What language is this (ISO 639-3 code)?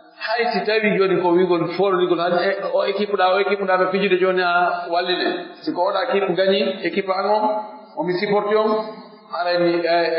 fuf